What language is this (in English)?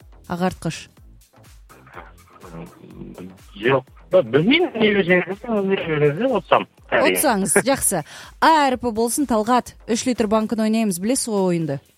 Kazakh